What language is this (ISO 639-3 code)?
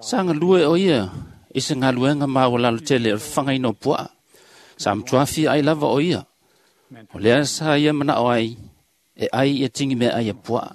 smo